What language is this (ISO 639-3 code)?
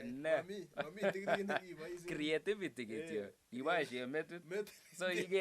kln